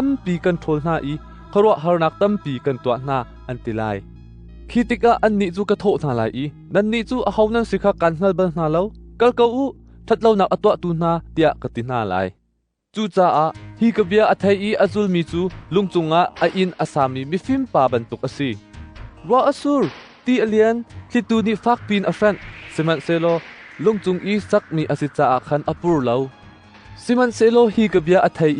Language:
Hakha Chin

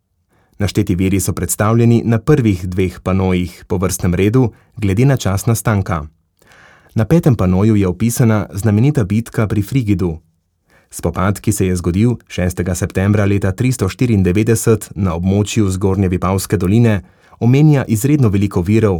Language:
Slovenian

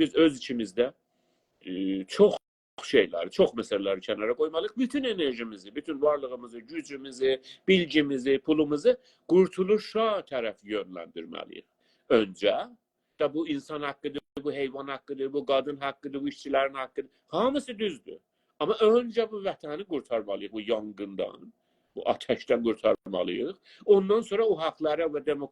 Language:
South Azerbaijani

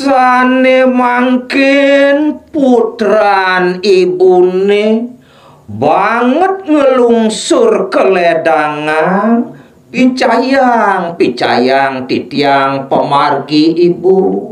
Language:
Balinese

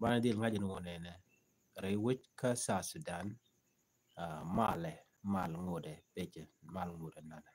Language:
Nuer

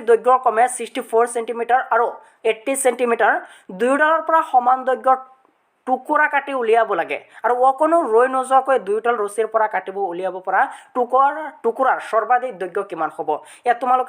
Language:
Assamese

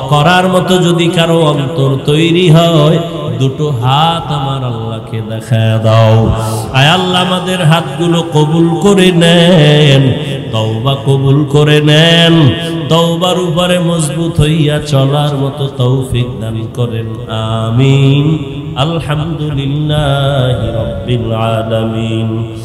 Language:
Bangla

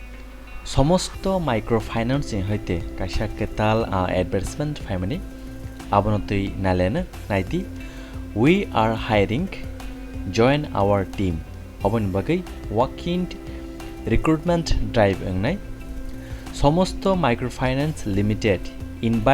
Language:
Kok Borok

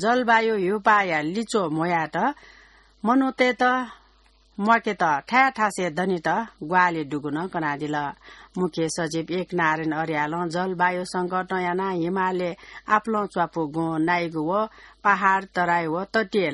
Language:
Newari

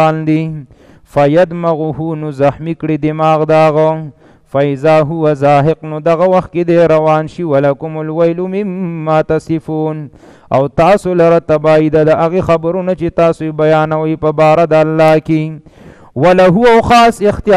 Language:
Pashto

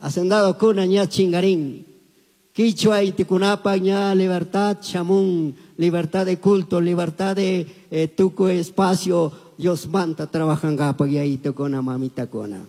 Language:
Chimborazo Highland Quichua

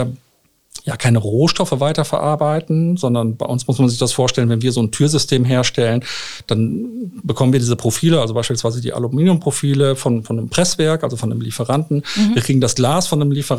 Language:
German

